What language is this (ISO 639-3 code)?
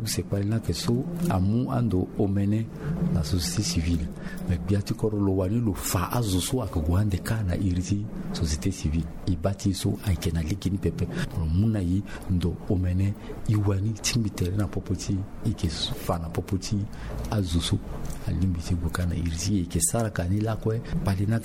sag